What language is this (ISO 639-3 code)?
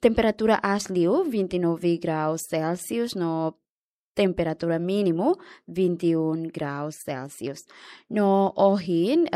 tet